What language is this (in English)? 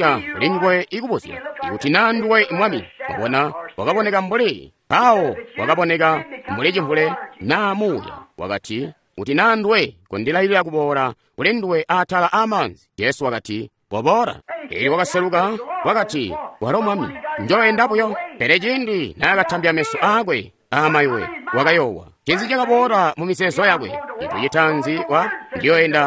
Tonga (Zambia)